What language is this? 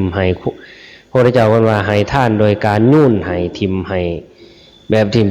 Northeastern Thai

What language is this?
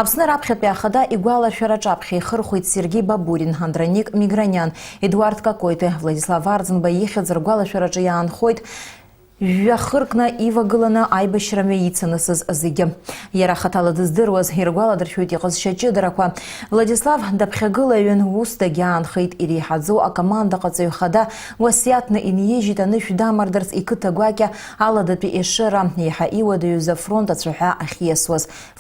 Abkhazian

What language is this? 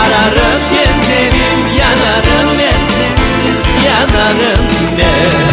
Crimean Tatar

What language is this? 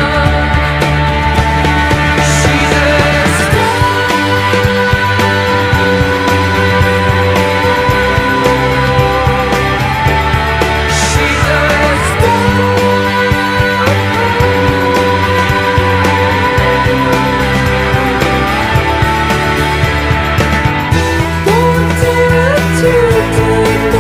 English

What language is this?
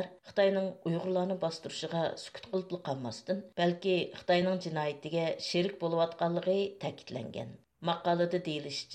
Uyghur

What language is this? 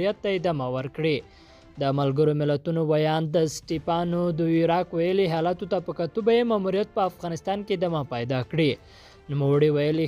Pashto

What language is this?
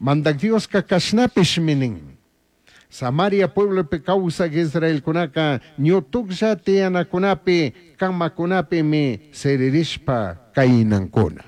Chimborazo Highland Quichua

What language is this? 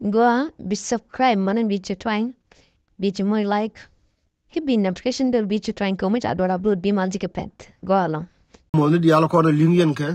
Nuer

